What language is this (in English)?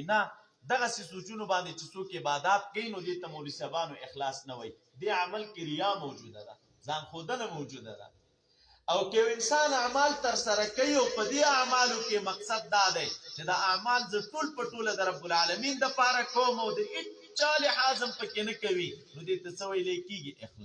Pashto